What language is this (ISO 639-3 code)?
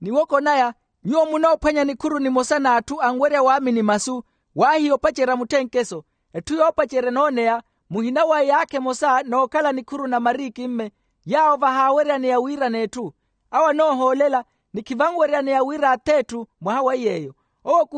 vmw